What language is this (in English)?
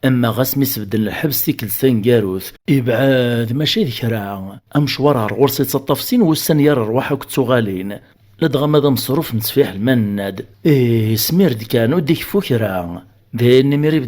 Kabyle